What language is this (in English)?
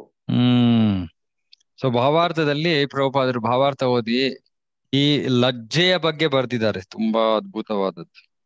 Kannada